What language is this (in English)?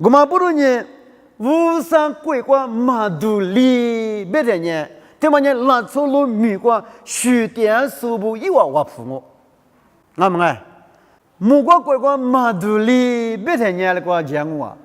Lisu